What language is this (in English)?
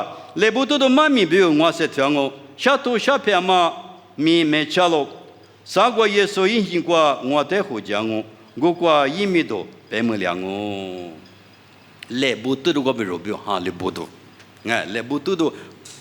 Lisu